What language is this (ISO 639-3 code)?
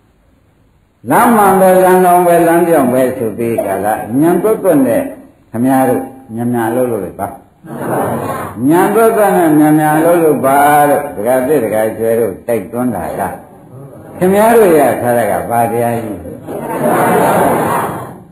mya